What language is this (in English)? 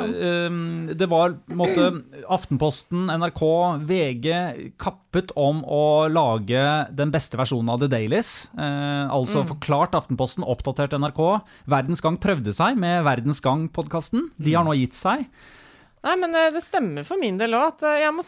Norwegian